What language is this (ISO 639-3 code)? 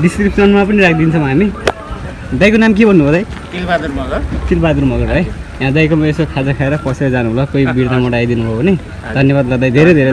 nep